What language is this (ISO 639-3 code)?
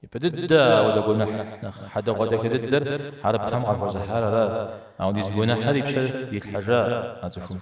kbd